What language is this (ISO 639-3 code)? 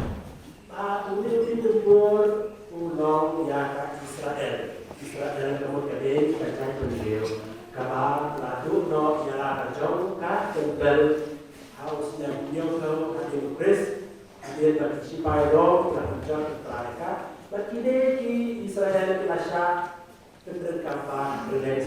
kha